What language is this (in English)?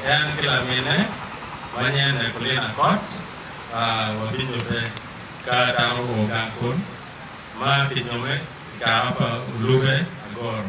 Acoli